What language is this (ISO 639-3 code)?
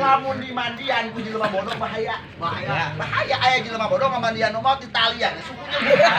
sun